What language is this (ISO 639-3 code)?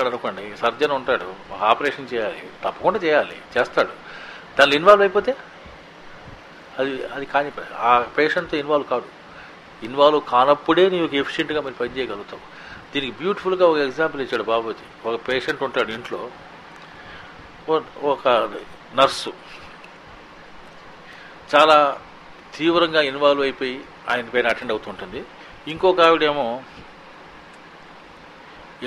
tel